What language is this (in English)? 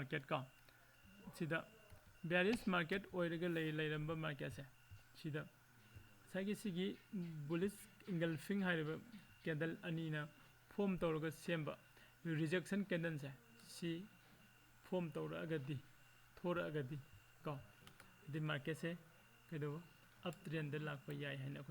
Manipuri